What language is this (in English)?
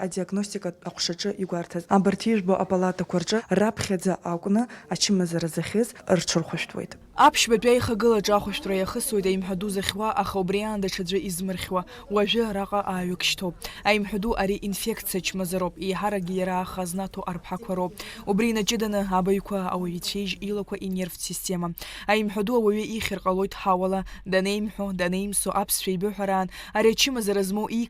Abkhazian